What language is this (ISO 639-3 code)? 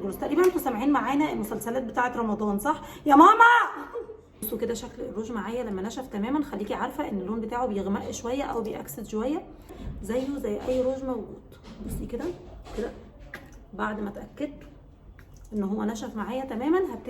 arz